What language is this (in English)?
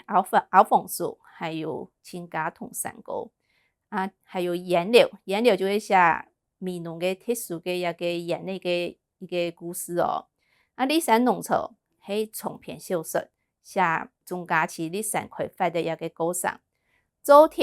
Hakka Chinese